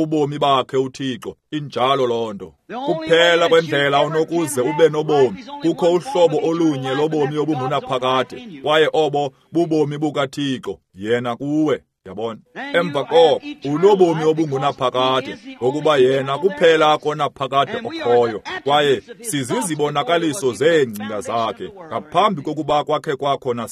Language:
Xhosa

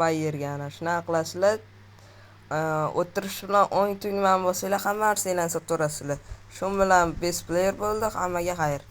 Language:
Uzbek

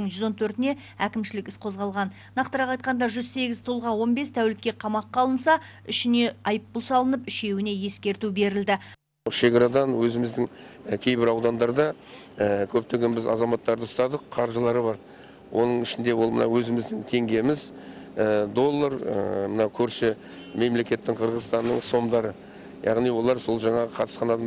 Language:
Kazakh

